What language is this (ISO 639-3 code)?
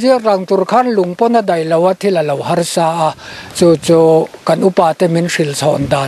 lus